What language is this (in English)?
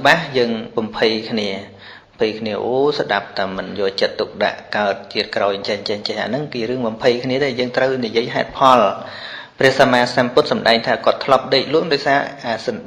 Khmer